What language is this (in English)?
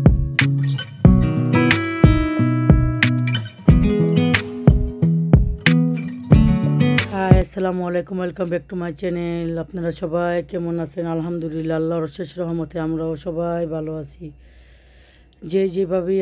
Bangla